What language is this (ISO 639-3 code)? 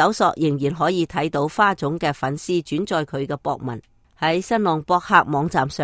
yue